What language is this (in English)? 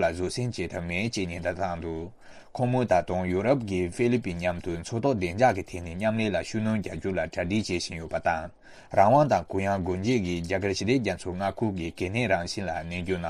Tibetan